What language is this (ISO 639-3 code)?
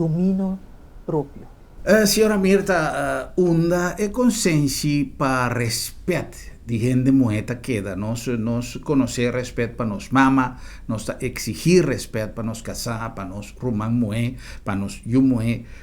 pap